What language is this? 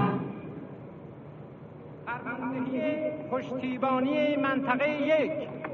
Persian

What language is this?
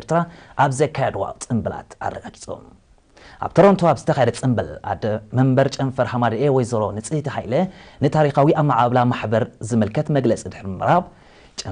Tigrinya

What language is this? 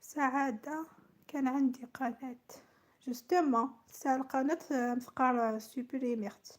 Algerian Arabic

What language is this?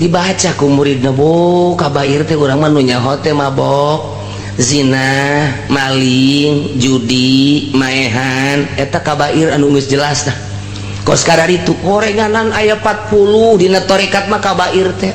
Sundanese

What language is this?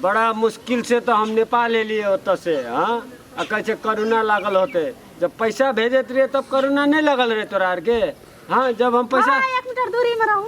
Maithili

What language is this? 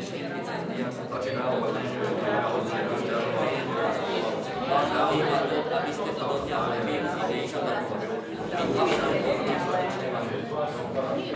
Slovak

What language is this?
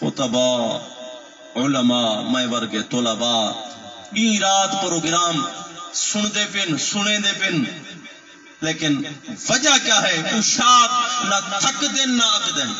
Saraiki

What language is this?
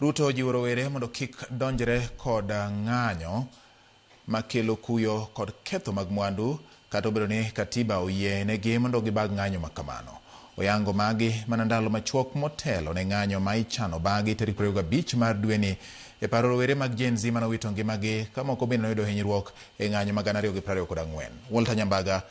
Luo (Kenya and Tanzania)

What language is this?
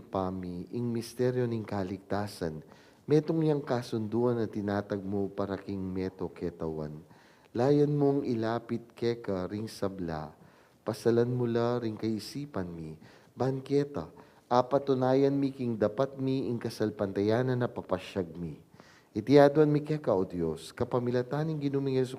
Pampanga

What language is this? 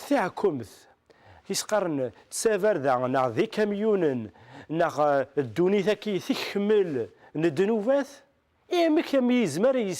Kabyle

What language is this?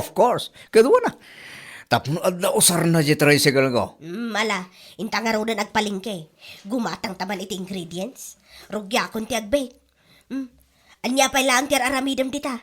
Iloko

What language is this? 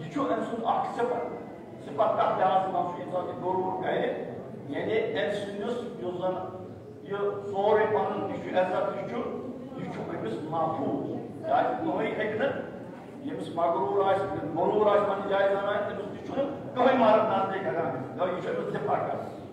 Kashmiri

